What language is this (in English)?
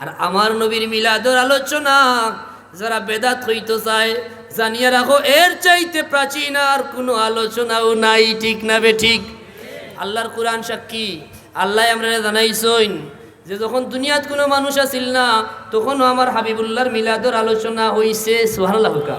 Sylheti